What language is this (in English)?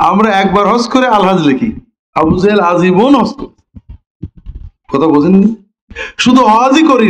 Bangla